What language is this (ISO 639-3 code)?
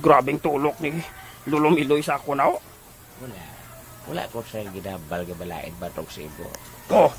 hil